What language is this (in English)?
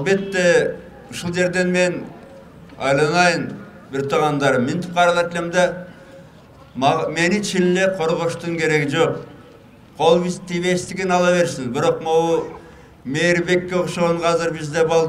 Kyrgyz